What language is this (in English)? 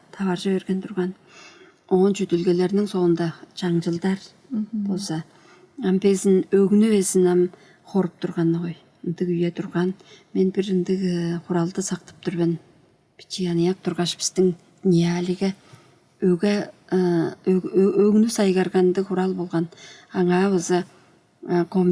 Tuvinian